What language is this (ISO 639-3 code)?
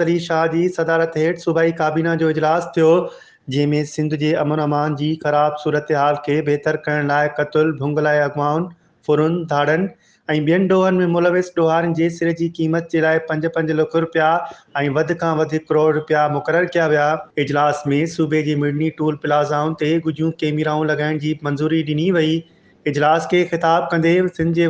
snd